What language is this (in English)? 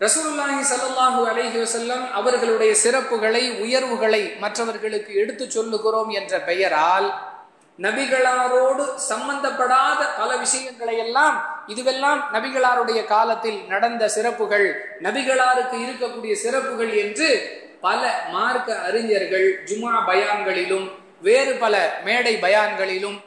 Tamil